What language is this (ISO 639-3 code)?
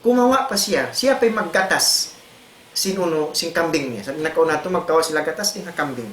tsg